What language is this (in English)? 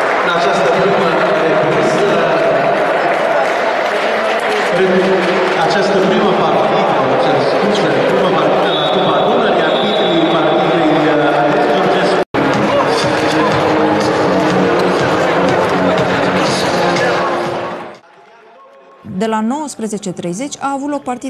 Romanian